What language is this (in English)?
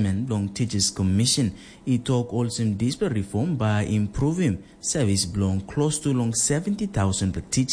Tok Pisin